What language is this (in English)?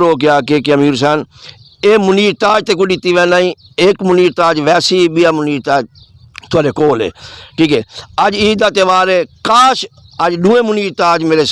Saraiki